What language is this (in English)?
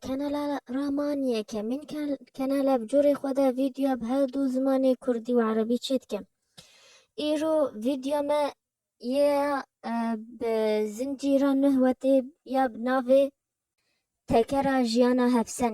Kurdish